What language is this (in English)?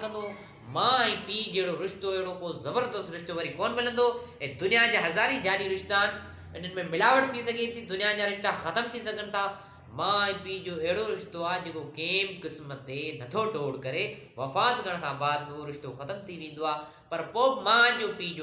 Sindhi